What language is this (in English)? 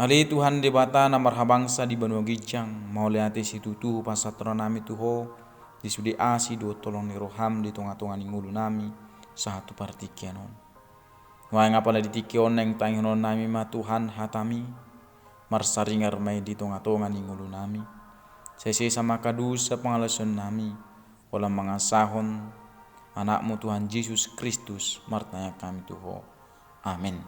Batak Toba